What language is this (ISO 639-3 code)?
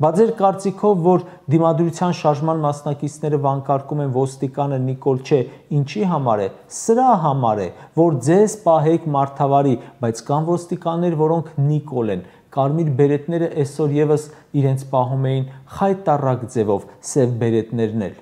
hye